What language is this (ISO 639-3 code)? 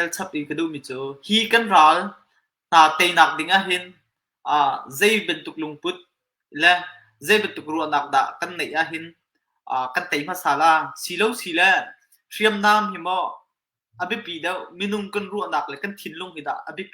cnh